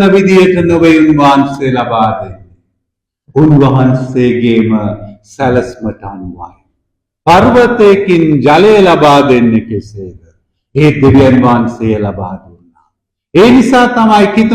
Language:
Sinhala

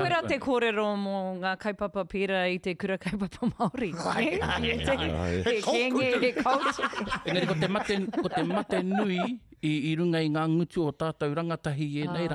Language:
Māori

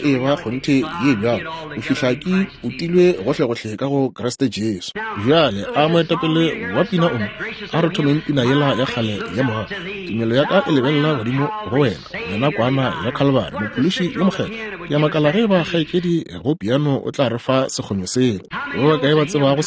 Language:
Northern Sotho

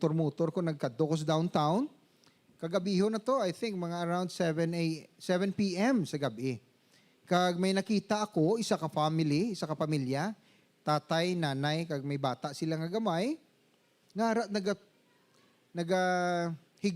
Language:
Hiligaynon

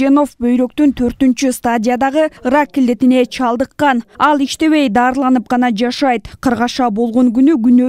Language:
Kyrgyz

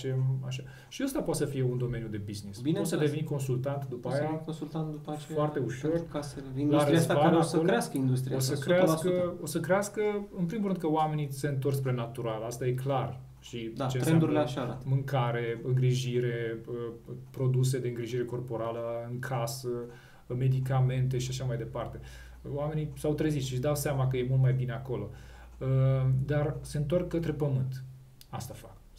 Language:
Romanian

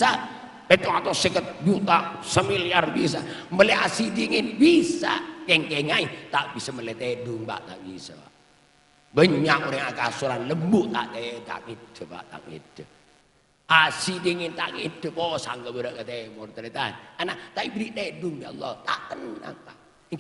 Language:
Madurese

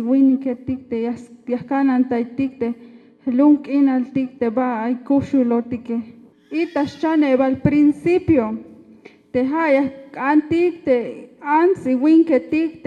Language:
Tzeltal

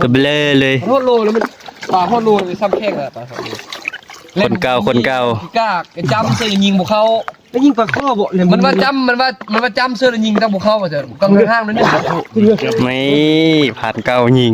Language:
Northeastern Thai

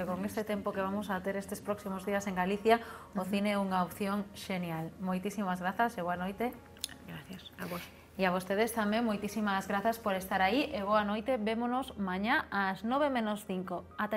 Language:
Galician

